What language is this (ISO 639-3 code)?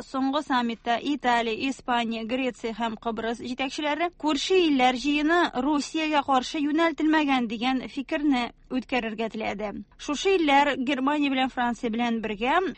tat